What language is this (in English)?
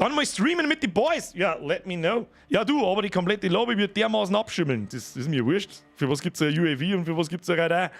Bavarian